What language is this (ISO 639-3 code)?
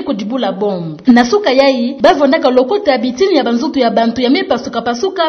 ktu